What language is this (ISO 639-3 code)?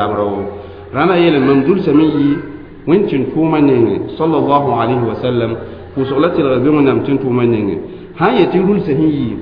mos